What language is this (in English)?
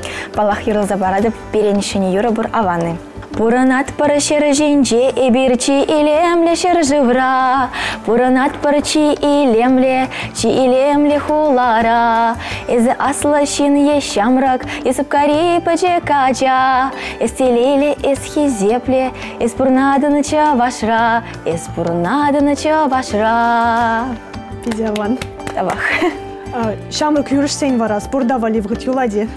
Chuvash